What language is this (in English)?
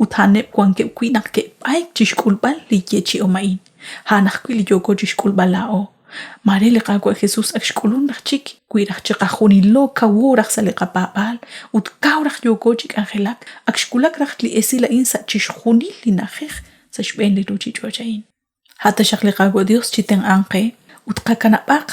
Kekchí